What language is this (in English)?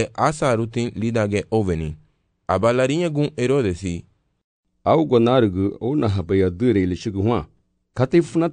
Garifuna